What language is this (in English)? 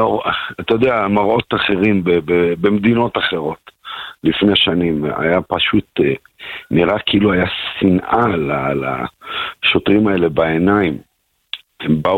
Hebrew